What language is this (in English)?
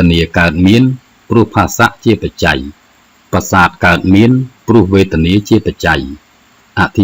Khmer